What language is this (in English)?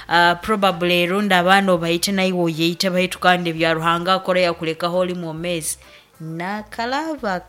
Nyoro